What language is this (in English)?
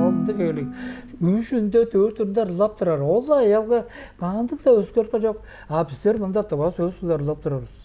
Tuvinian